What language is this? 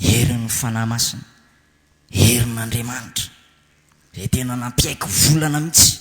Malagasy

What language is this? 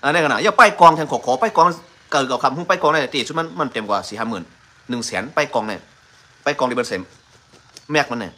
Shan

